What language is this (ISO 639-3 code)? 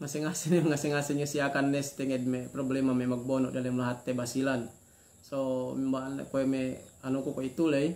yka